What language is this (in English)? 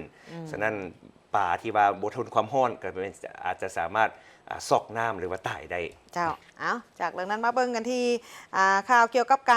Lao